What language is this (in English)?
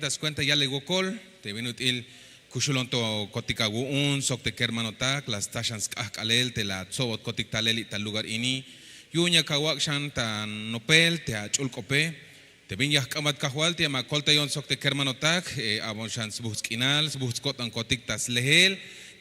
Tzeltal